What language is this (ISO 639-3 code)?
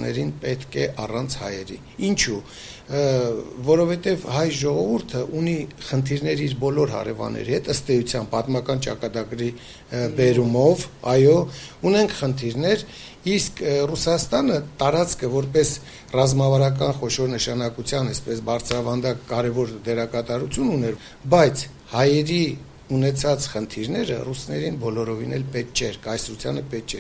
hye